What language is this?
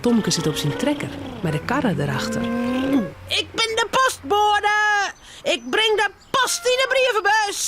Western Frisian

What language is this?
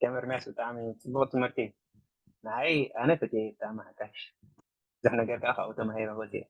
Tigrinya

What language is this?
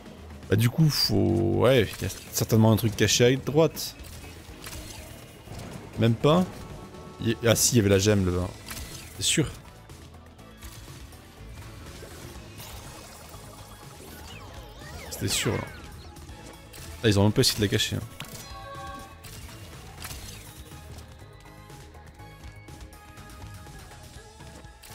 French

